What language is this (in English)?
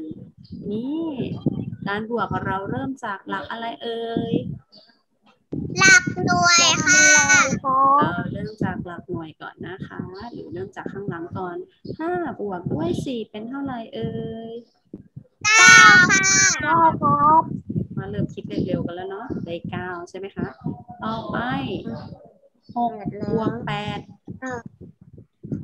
Thai